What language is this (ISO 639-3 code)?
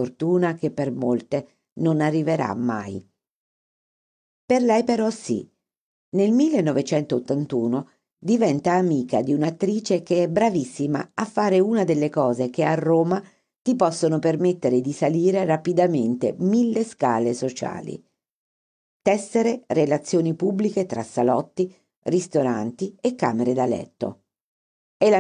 ita